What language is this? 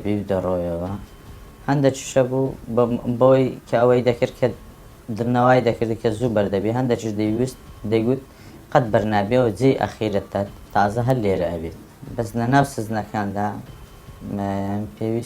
Central Kurdish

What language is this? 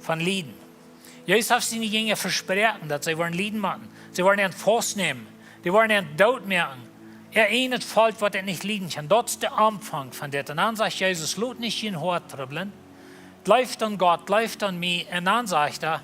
Plautdietsch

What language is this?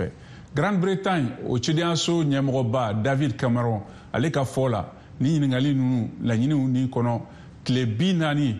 Bambara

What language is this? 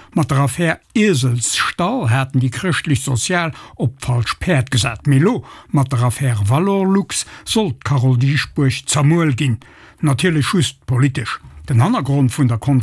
Luxembourgish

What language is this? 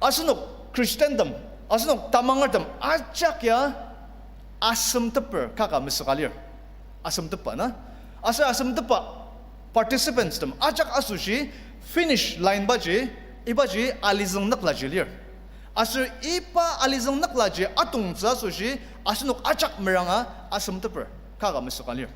Ao Naga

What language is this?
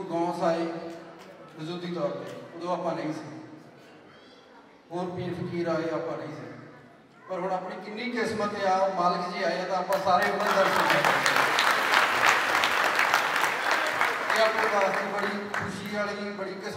Punjabi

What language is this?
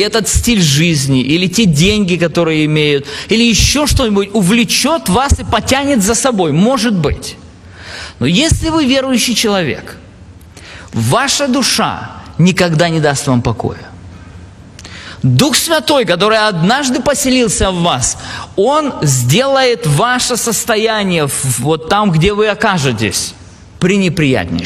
Russian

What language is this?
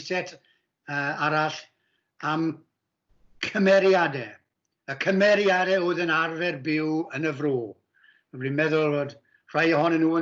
Welsh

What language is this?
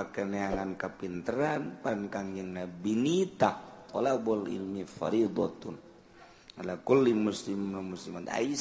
Sundanese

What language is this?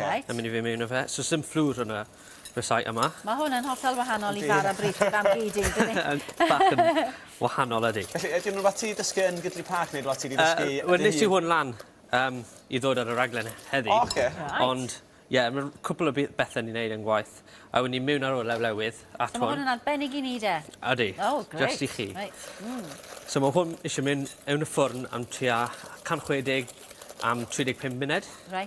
Welsh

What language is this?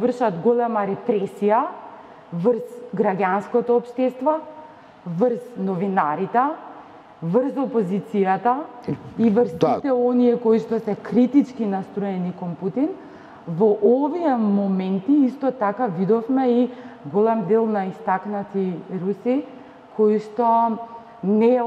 Macedonian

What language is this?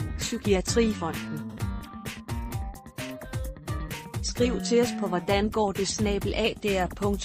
Danish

